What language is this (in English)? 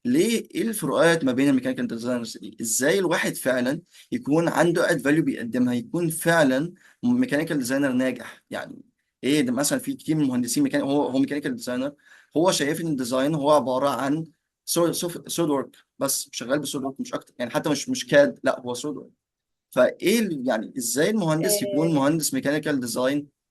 Egyptian Arabic